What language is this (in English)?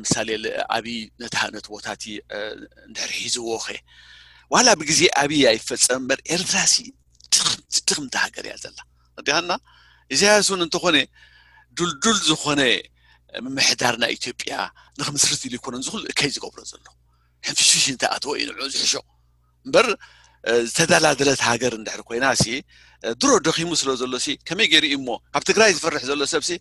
Tigrinya